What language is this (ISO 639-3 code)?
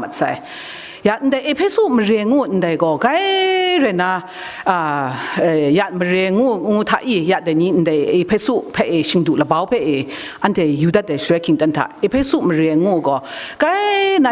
kac